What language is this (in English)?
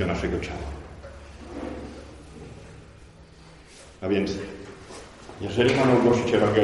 Polish